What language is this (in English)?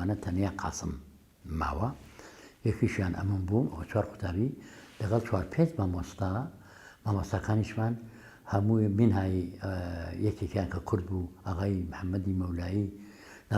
Central Kurdish